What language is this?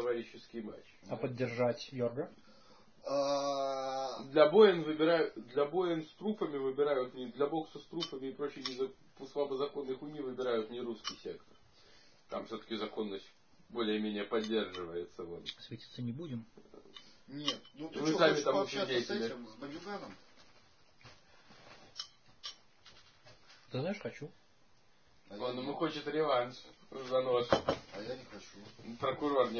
Russian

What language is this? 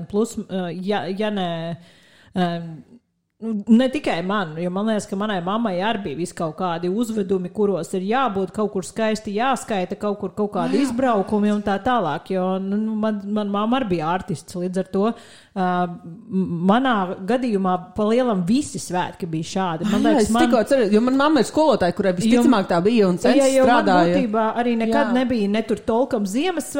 Latvian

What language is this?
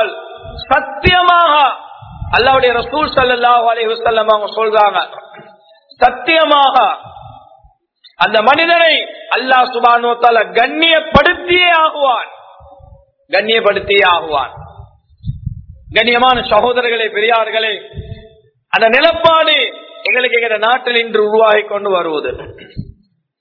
Tamil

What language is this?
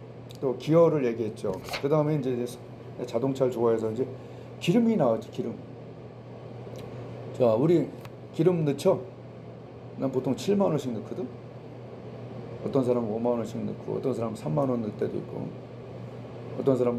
Korean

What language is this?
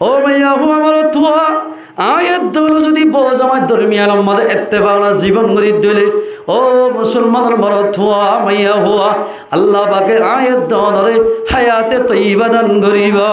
Rohingya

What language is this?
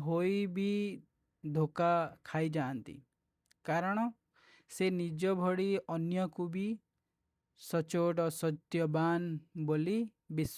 Odia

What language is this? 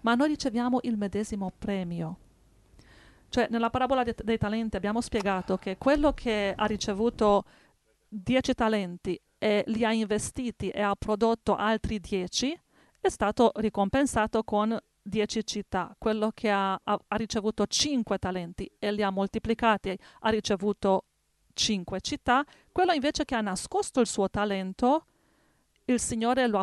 Italian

